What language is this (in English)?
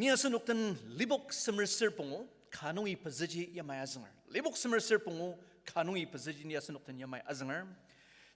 Ao Naga